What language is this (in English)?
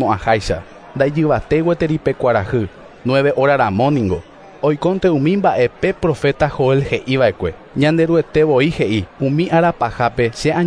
Guarani